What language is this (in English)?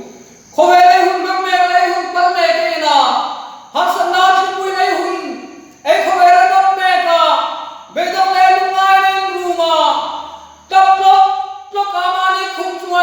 Hmar